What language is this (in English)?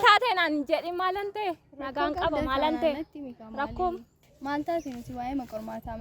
Oromo